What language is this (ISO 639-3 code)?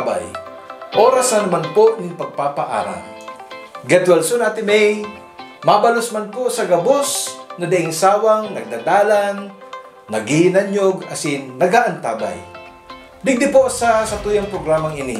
bik